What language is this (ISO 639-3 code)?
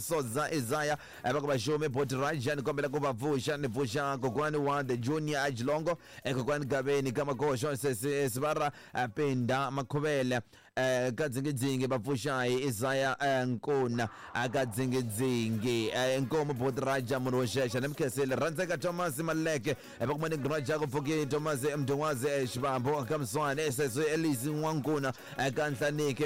tso